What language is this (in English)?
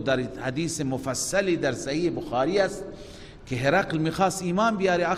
Persian